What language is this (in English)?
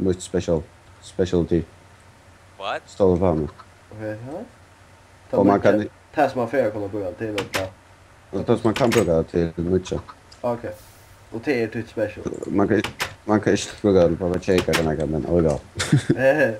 Faroese